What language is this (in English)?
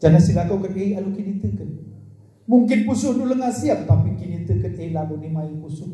Batak Karo